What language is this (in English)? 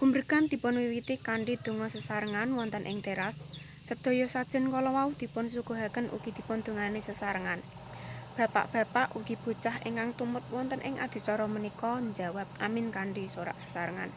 Javanese